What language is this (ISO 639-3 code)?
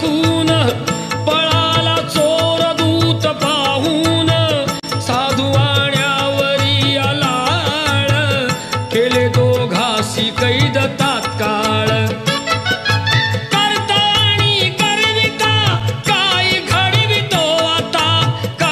mar